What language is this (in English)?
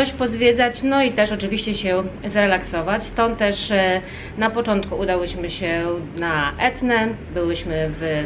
Polish